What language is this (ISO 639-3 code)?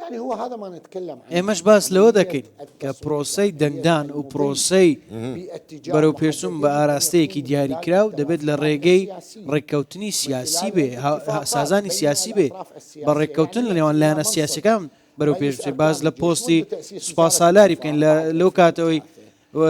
ckb